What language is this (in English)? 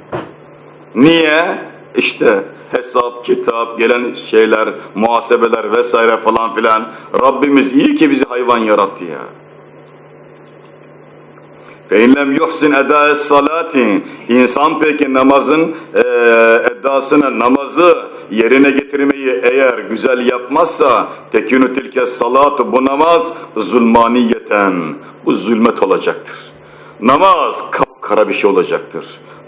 Turkish